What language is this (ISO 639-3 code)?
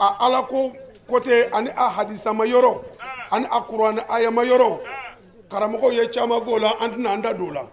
bam